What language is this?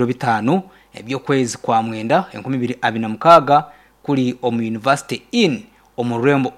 Nyankole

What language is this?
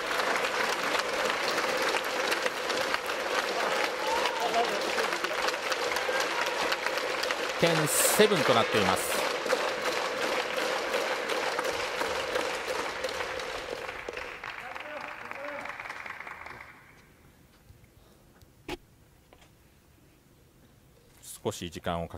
Japanese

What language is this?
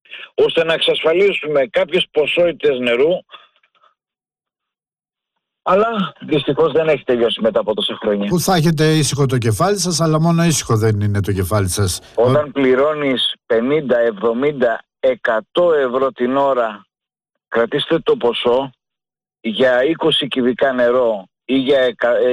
Greek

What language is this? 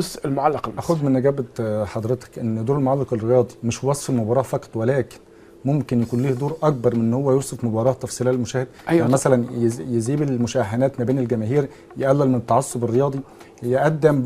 Egyptian Arabic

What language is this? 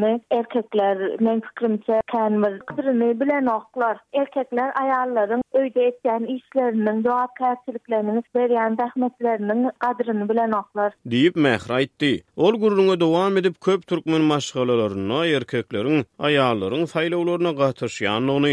Turkmen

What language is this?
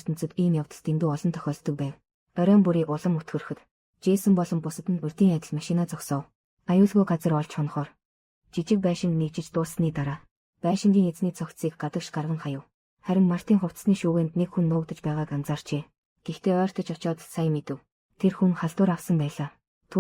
Mongolian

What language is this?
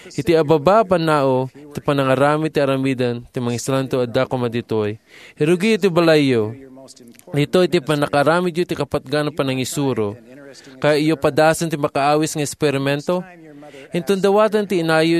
Iloko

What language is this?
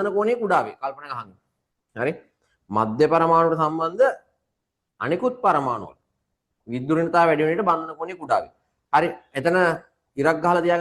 Sinhala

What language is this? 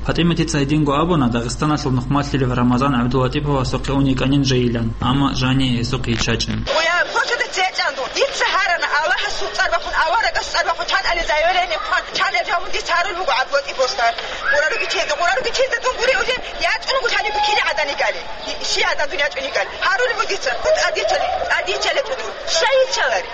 Avaric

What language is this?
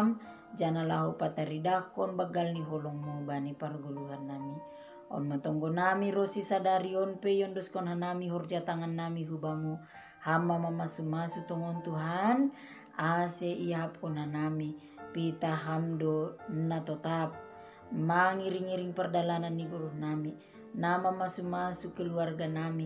Batak Simalungun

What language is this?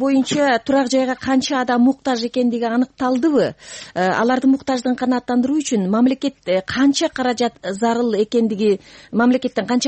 Kyrgyz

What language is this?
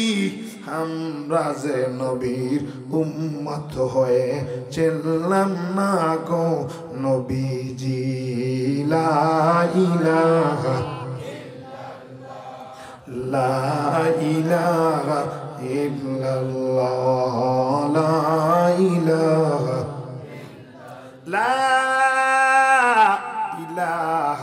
Bangla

